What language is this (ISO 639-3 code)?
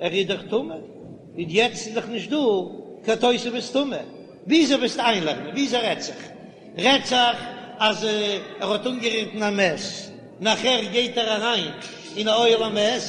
yid